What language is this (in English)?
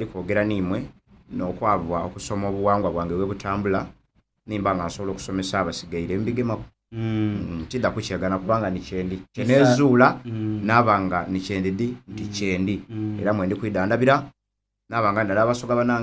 Soga